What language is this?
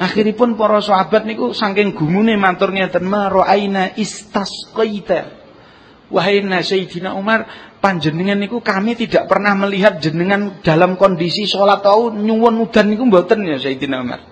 Javanese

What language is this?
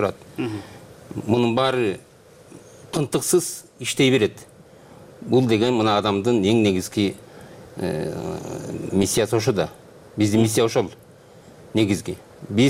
Kyrgyz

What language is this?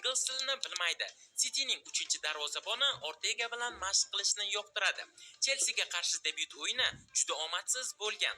Uzbek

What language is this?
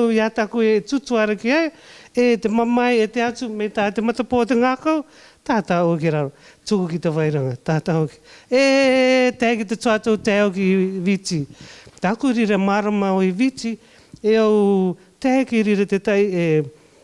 Rarotongan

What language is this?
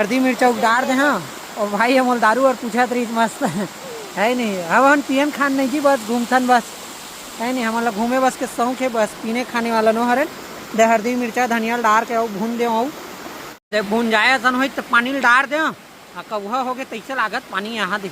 Chhattisgarhi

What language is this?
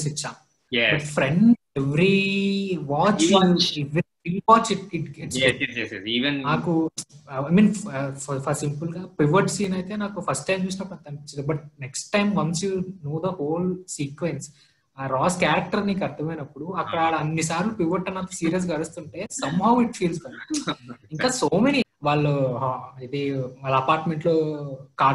Telugu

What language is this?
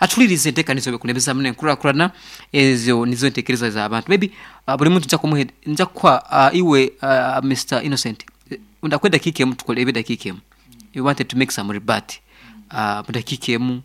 Nyankole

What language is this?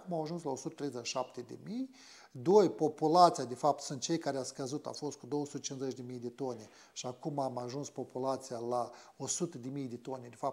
Romanian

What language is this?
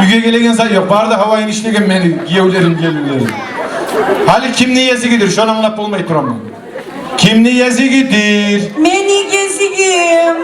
Kumyk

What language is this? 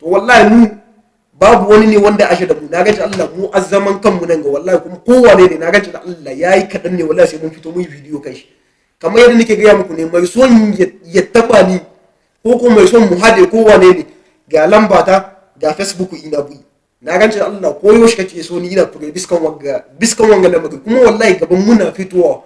Hausa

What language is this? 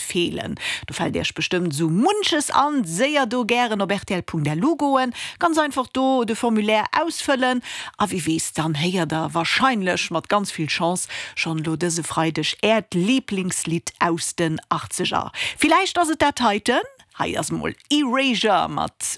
Luxembourgish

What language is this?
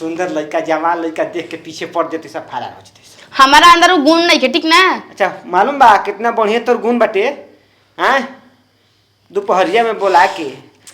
Bhojpuri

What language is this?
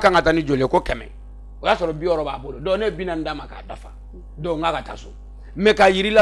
Bambara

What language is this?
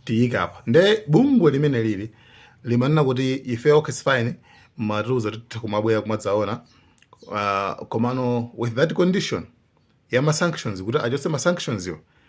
Nyanja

